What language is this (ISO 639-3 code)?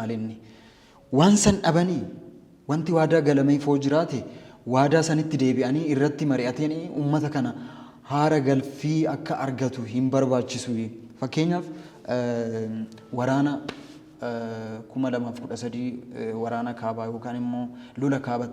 orm